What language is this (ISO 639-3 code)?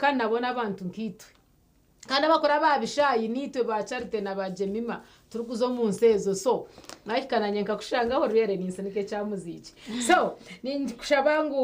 nyn